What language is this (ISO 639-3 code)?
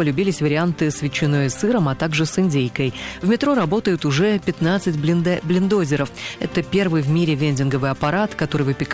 rus